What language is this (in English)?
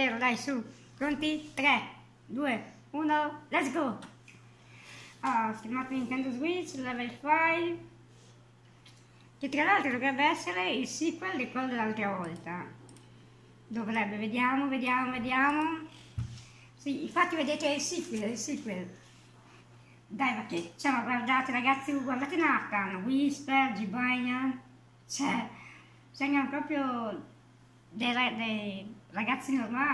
Italian